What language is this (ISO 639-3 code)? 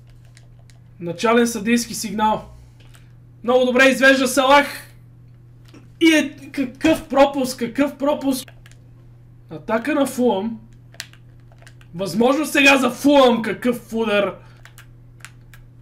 bul